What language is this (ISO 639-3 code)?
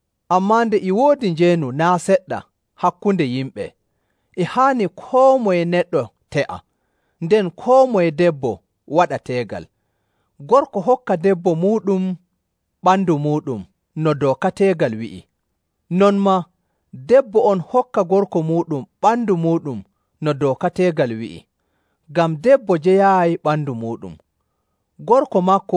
fuv